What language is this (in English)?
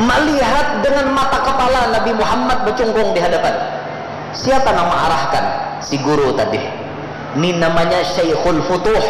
Banjar